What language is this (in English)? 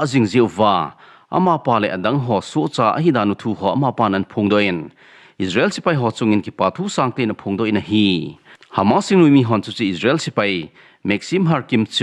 Thado Chin